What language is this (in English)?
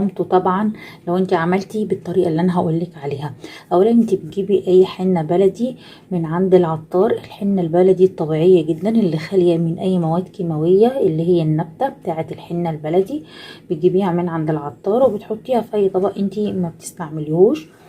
Egyptian Arabic